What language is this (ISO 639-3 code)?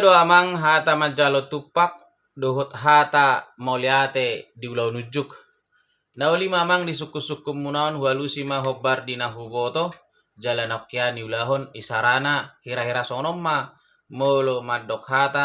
bbc